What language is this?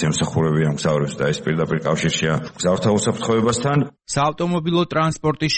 Georgian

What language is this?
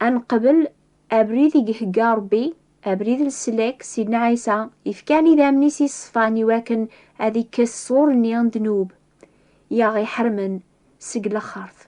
Kabyle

